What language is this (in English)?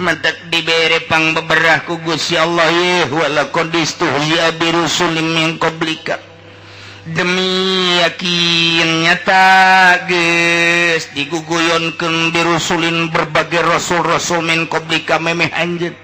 Sundanese